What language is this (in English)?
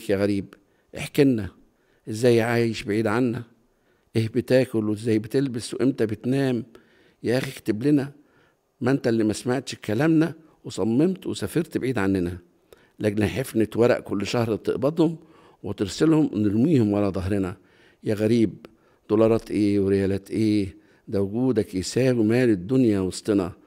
Egyptian Arabic